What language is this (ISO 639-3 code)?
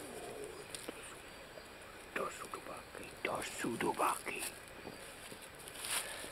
slk